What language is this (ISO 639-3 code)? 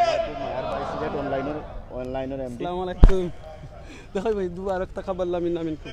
syl